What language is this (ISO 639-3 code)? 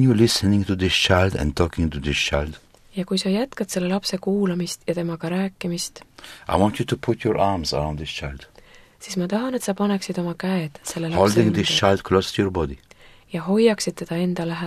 est